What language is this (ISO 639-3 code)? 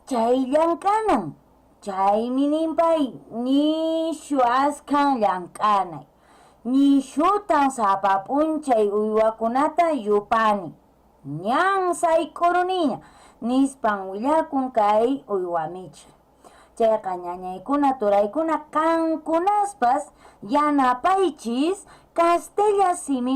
que